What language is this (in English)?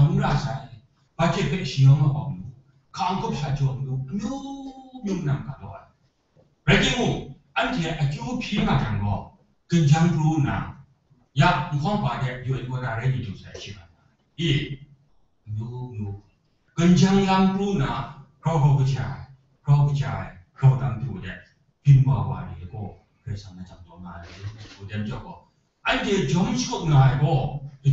Kachin